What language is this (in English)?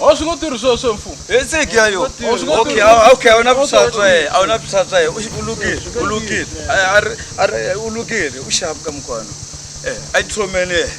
Tsonga